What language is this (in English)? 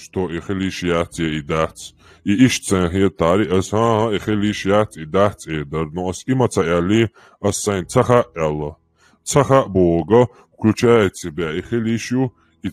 Chechen